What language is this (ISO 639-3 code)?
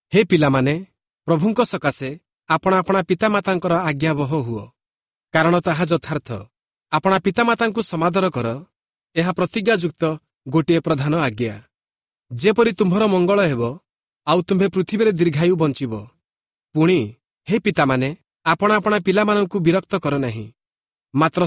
ori